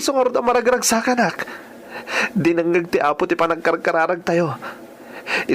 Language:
Iloko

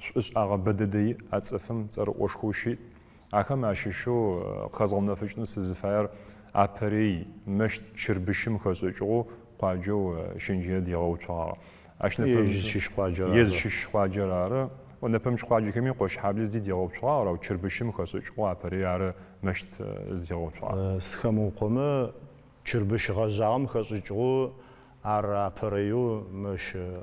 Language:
Adyghe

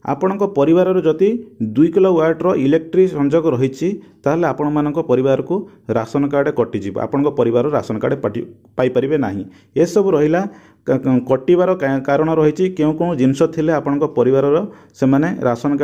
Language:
Odia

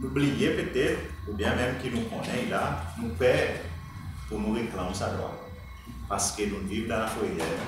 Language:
Seselwa Creole French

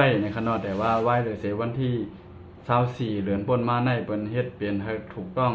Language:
Shan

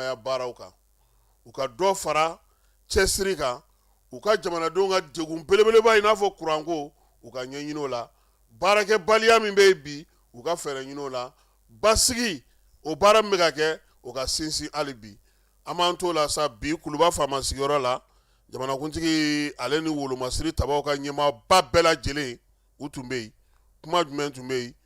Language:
Bambara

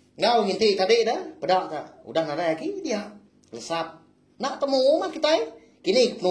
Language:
Iban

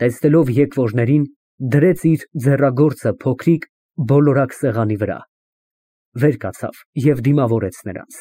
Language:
Armenian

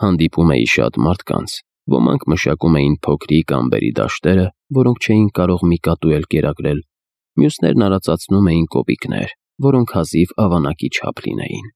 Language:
Armenian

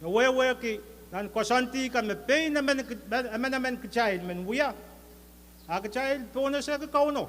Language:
Pohnpeian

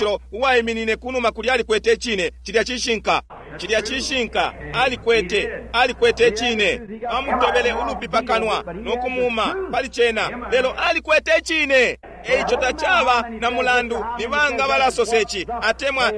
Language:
Bemba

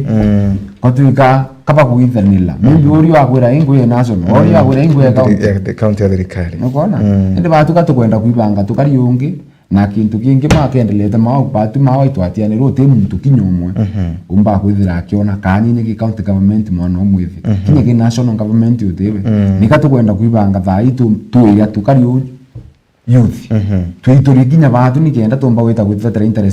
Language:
Meru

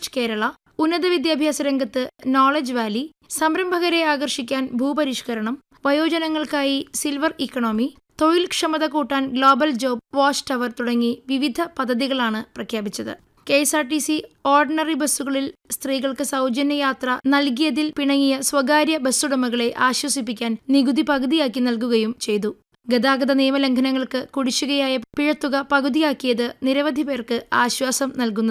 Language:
Malayalam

